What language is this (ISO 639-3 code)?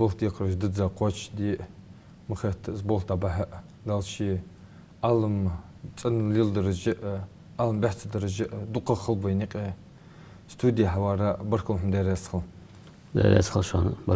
inh